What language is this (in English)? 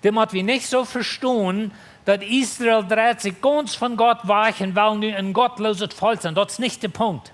Plautdietsch